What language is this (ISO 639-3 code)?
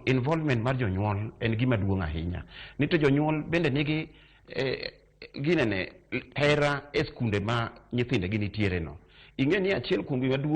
luo